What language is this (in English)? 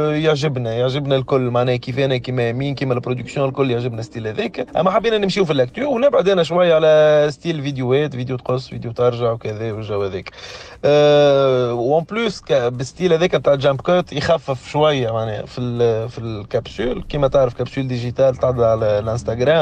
Tunisian Arabic